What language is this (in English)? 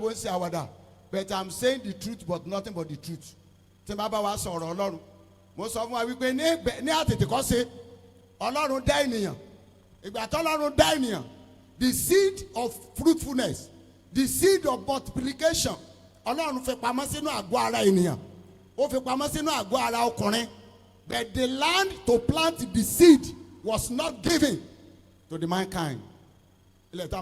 Yoruba